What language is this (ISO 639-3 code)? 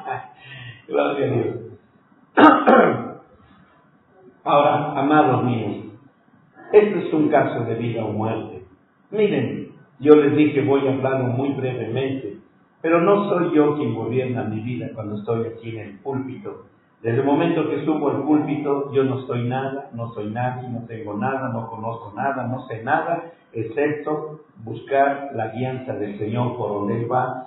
spa